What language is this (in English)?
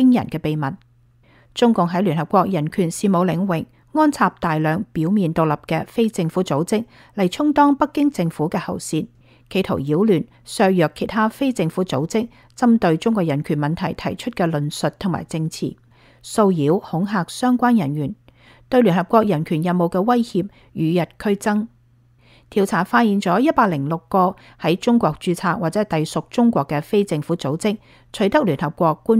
Cantonese